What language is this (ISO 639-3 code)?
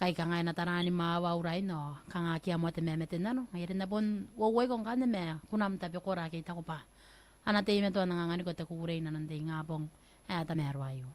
gil